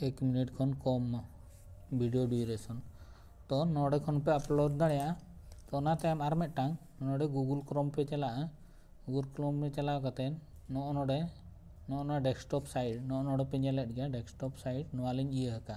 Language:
Santali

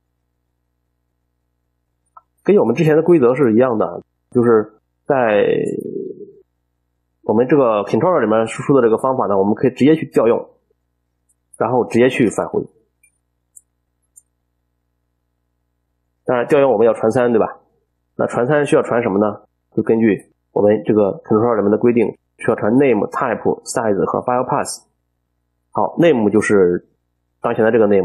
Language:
Chinese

